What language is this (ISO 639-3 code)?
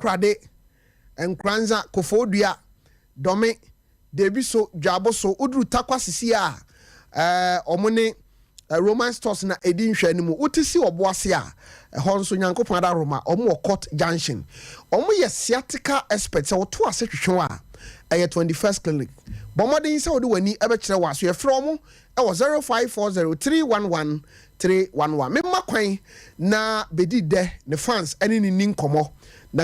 aka